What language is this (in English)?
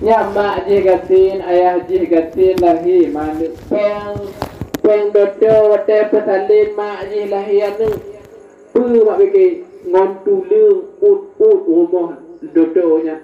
Achinese